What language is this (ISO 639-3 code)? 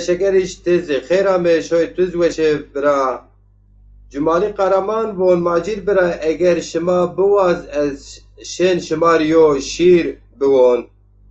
zza